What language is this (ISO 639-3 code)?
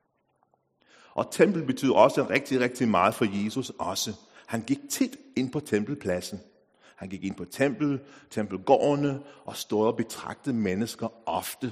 dan